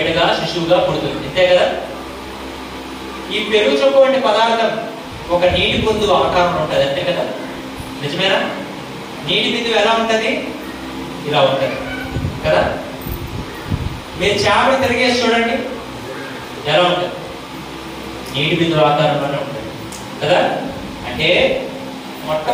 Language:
Telugu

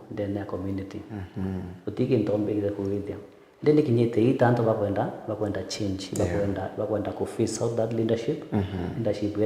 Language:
Meru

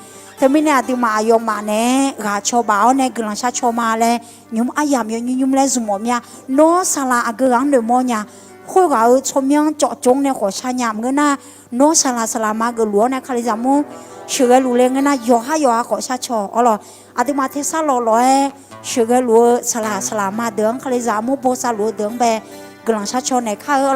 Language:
Akha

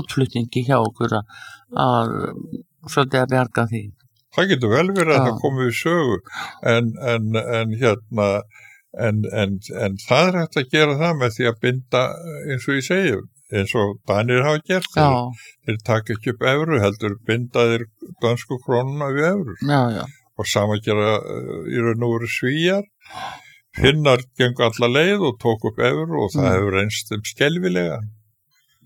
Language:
Icelandic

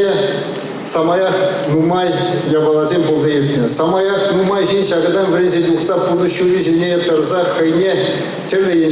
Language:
Chuvash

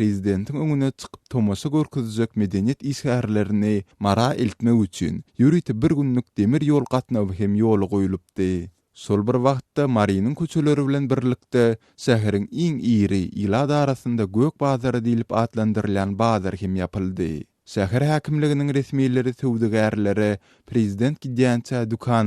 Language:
Turkmen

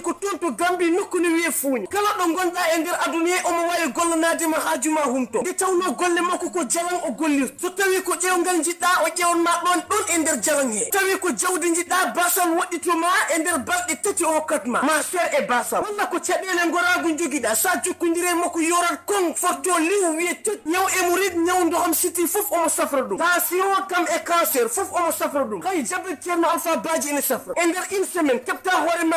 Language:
Fula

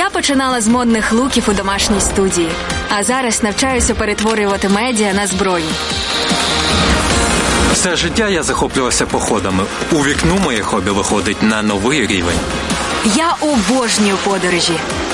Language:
Ukrainian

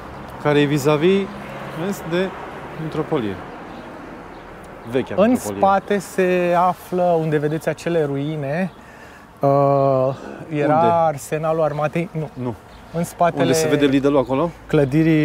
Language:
Romanian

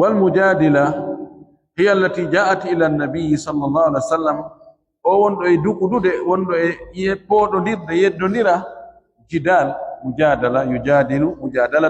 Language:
Fula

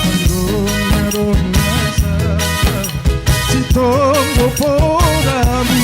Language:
Batak Simalungun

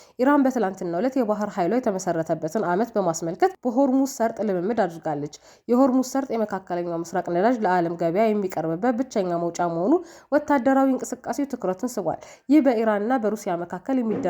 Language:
Amharic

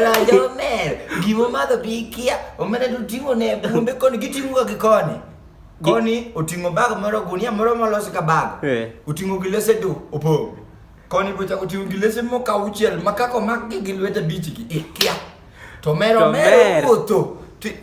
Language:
Luo (Kenya and Tanzania)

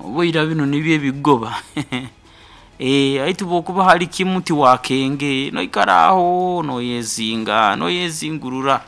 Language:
Nyoro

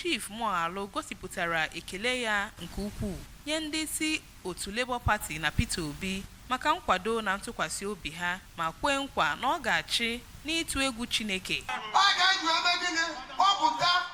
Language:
Igbo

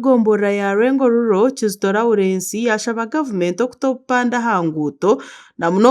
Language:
Nyankole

